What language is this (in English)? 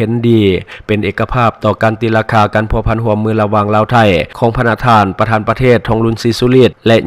Lao